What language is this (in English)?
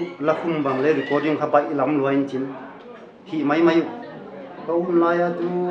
Paite Chin